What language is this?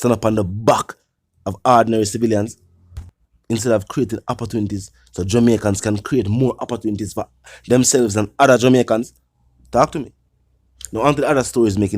Jamaican Creole English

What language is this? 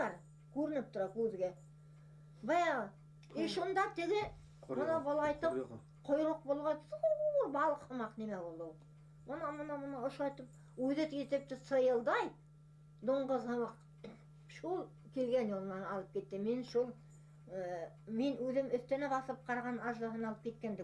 Bashkir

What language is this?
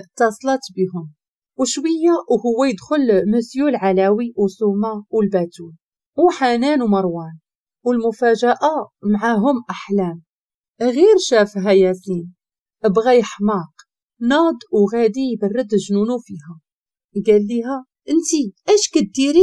Moroccan Arabic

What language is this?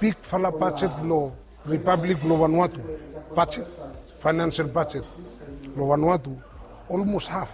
Bislama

